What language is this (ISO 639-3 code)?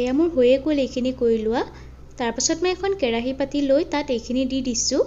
asm